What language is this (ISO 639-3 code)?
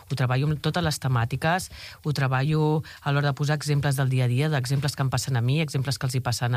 cat